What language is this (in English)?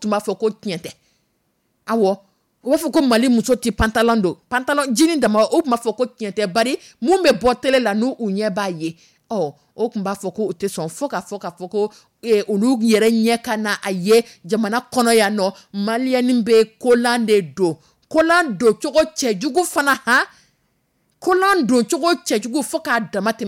Dyula